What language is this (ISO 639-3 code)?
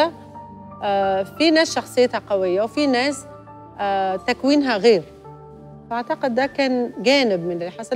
arz